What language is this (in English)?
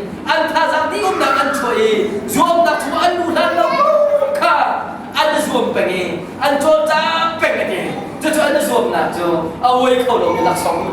Hakha Chin